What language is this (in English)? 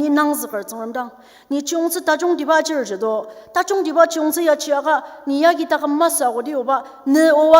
Ao Naga